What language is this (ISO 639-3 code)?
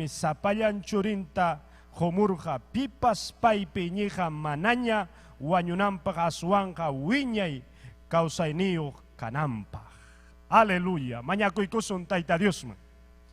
quy